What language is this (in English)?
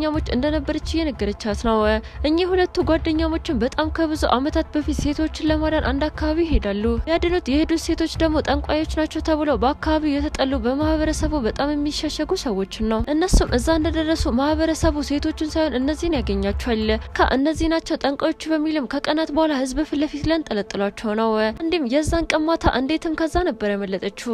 Amharic